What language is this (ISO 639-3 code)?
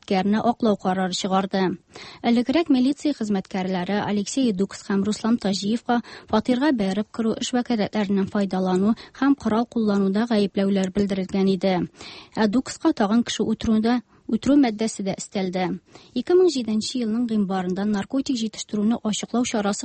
tat